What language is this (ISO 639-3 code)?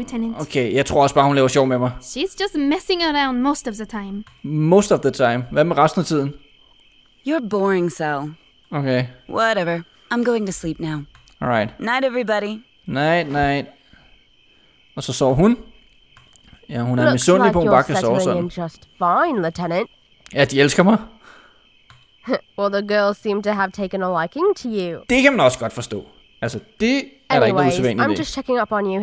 dan